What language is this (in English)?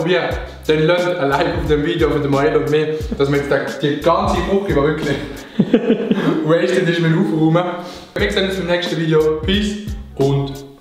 Swiss German